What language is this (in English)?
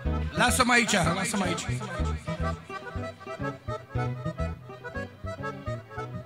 Romanian